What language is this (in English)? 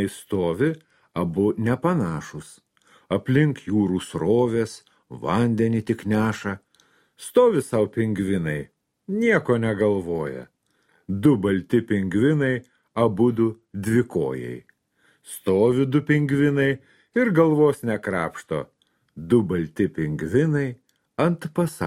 Lithuanian